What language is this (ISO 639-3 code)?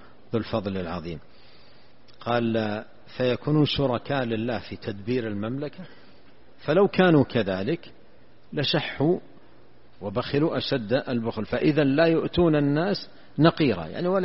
ara